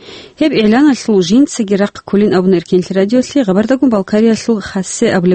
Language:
Avaric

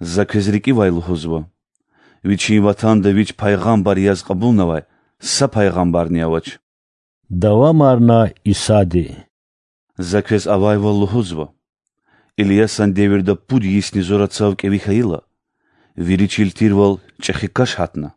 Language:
Lezghian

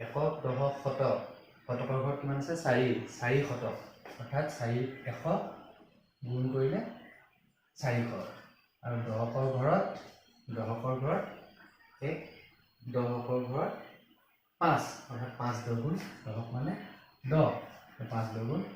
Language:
Assamese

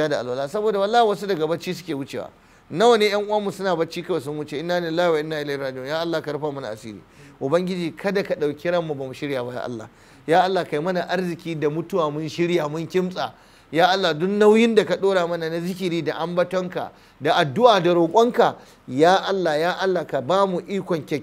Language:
Hausa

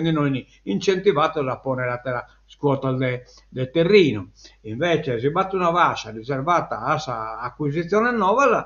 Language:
Sardinian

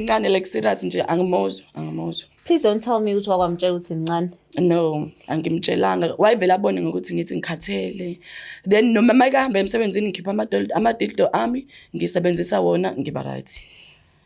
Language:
Zulu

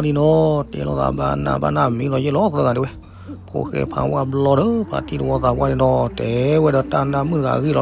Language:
S'gaw Karen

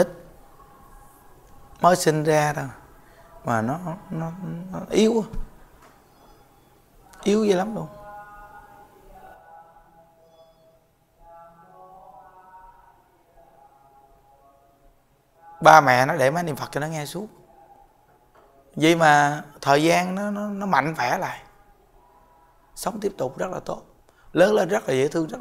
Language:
Vietnamese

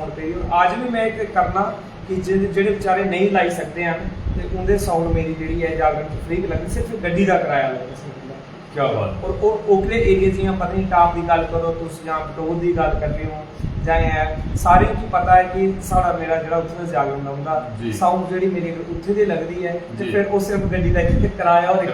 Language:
Dogri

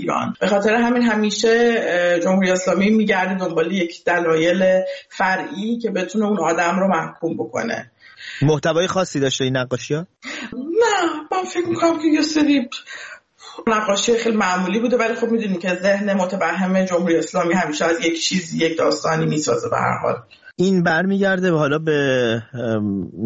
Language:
Persian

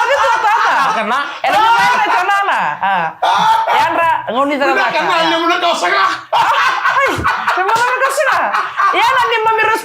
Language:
Fijian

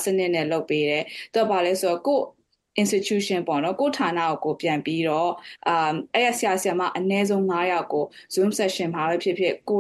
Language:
Burmese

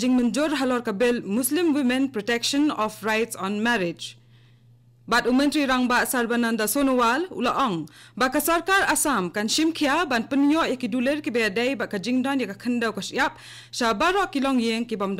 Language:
Khasi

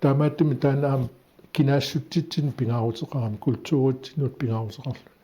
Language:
Kalaallisut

